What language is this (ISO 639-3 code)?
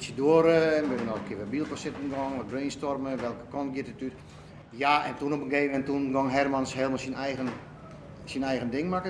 fry